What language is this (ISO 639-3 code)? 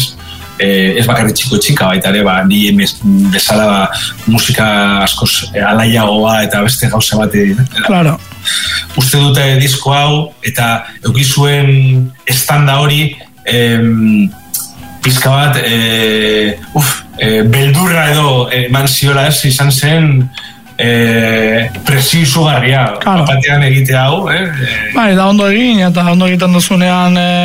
eus